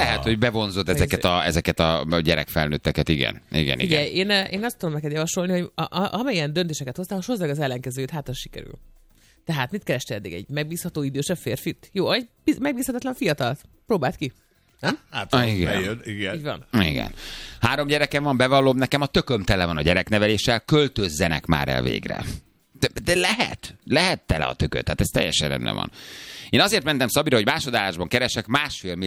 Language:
Hungarian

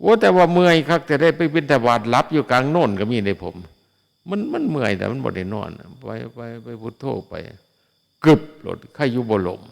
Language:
Northeastern Thai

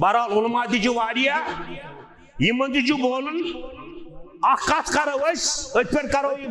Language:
Kashmiri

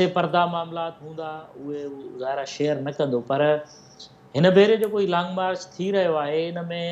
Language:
Sindhi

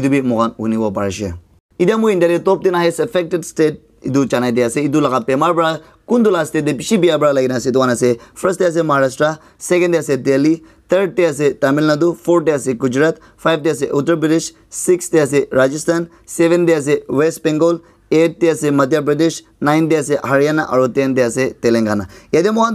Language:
Naga Pidgin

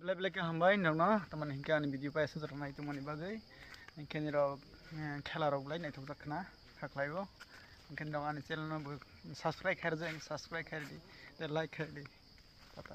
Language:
Kok Borok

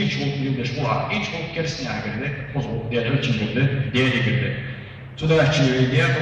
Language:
Ingush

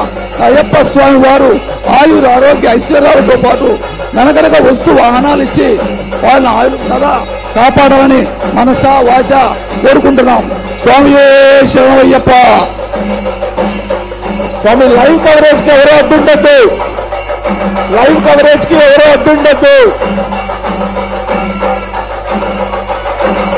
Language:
Telugu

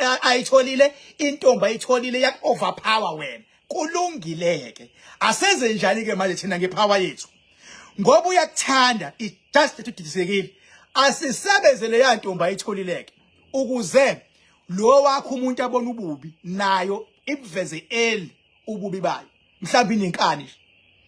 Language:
Zulu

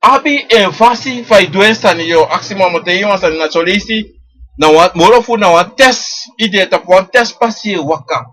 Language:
Sranan Tongo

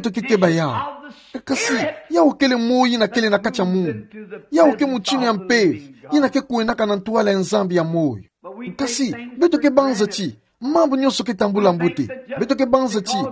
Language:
Kituba (Democratic Republic of Congo)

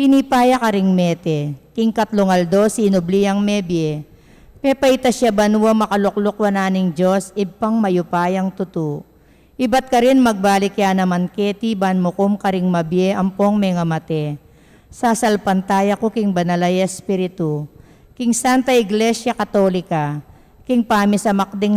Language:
Pampanga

